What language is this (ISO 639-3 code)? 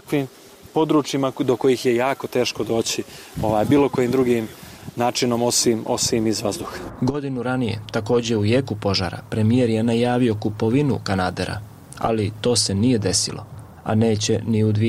bos